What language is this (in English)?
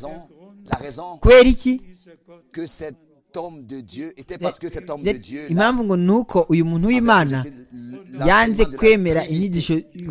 Kinyarwanda